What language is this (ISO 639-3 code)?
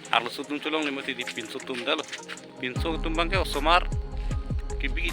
mjw